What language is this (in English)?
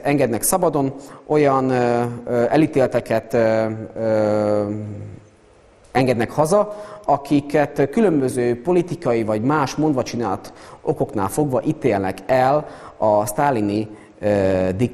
Hungarian